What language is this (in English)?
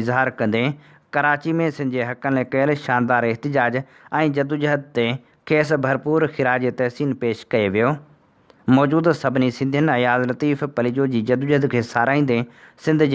Sindhi